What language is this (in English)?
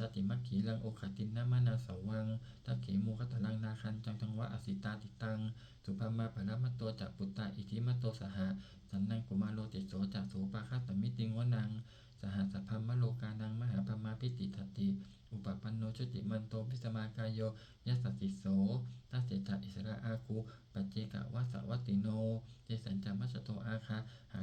Pali